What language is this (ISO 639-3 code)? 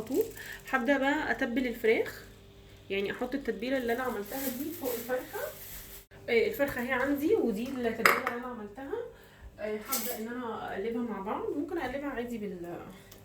arz